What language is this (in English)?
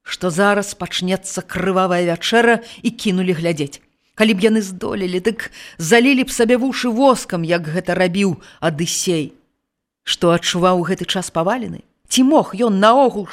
Belarusian